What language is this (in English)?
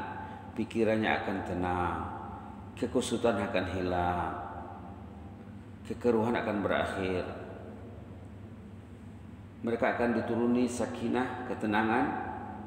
Malay